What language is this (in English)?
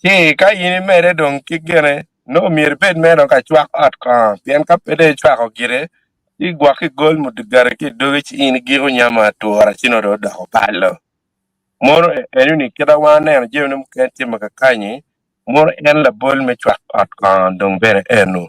Acoli